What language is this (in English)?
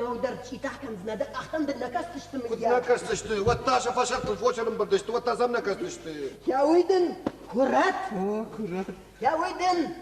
Ossetic